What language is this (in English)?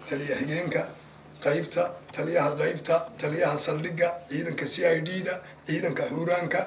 Somali